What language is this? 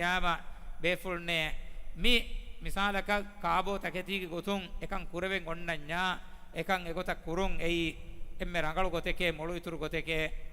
Divehi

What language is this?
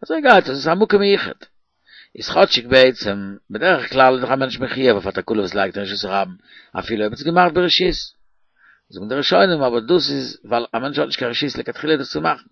Yiddish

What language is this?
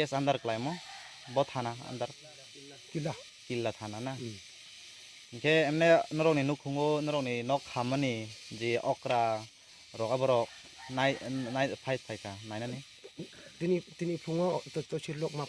Kok Borok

